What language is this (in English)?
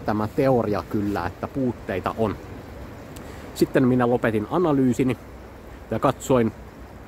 Finnish